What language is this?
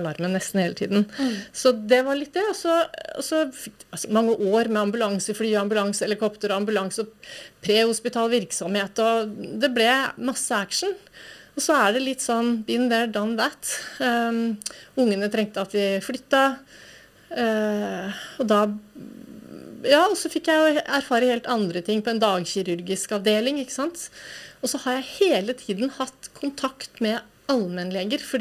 Norwegian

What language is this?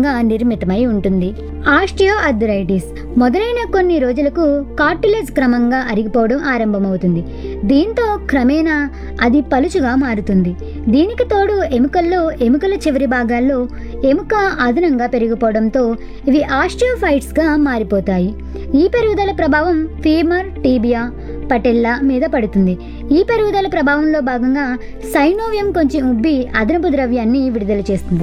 Telugu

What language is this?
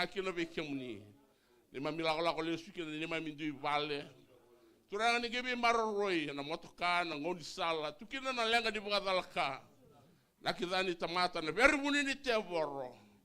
Fijian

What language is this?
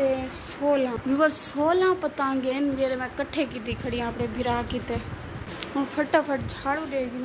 Saraiki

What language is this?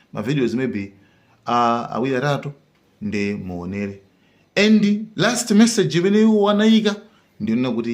Nyanja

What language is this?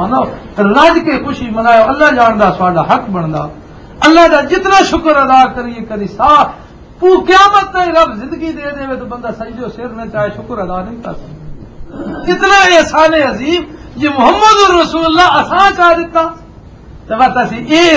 Western Panjabi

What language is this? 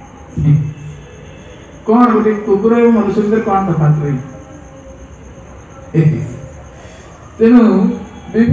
Odia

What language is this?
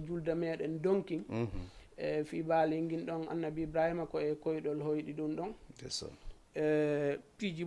Fula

